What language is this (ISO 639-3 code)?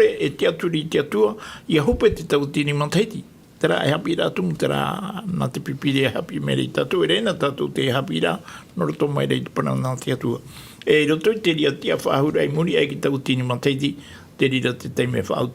tah